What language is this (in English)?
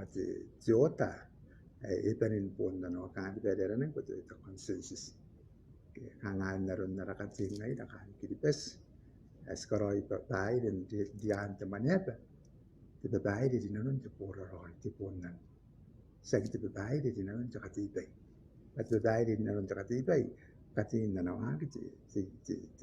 Gilbertese